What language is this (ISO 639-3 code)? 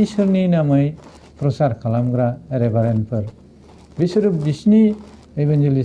brx